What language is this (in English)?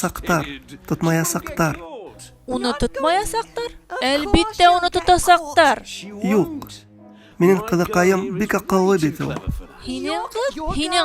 Bashkir